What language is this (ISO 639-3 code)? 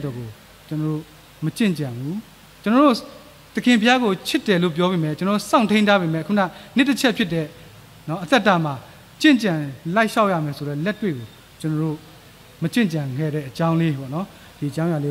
mya